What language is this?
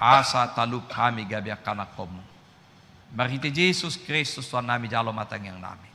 Batak Toba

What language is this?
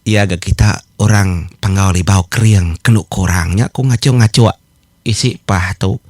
Iban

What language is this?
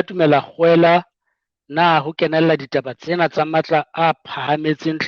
Southern Sotho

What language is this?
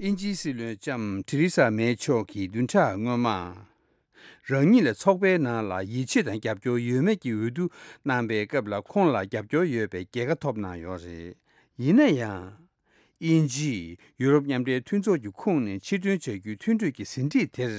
Tibetan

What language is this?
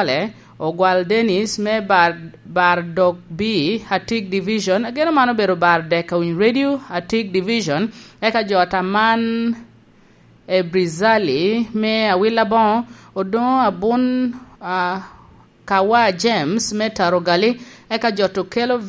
Lango (Uganda)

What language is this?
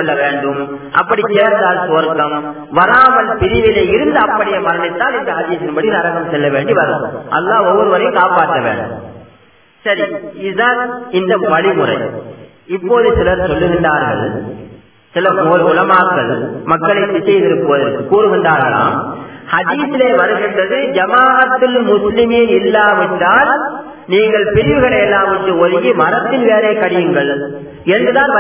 Tamil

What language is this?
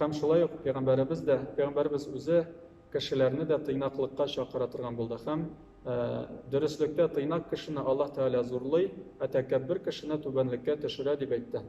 Tatar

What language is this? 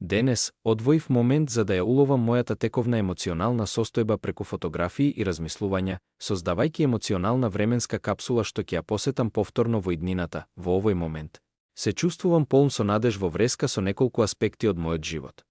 Macedonian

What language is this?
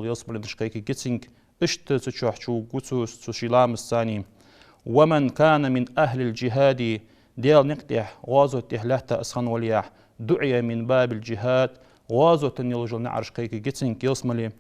Ingush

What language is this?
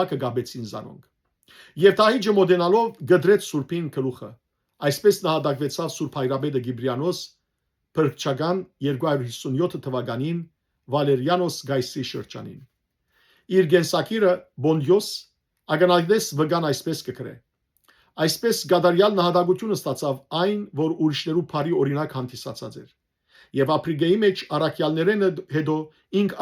Western Armenian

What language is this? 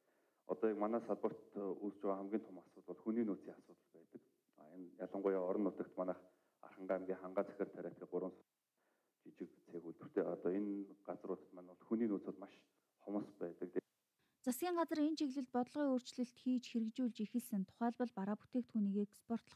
Mongolian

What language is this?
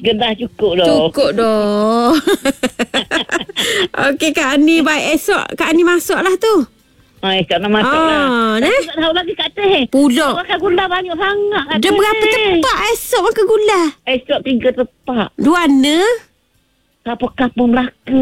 Malay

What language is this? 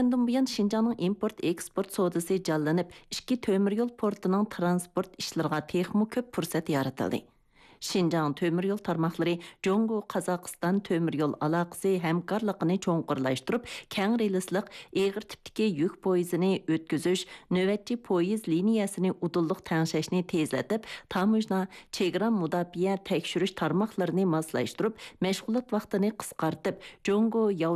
Uyghur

